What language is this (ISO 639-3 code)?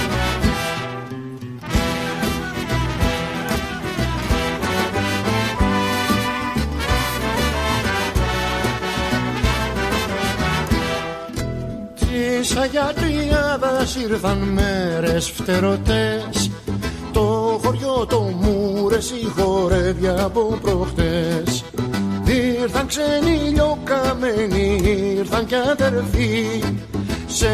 ell